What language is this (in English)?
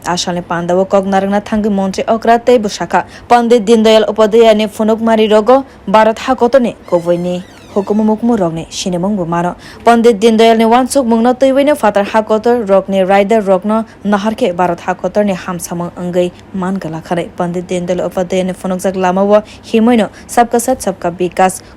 Kok Borok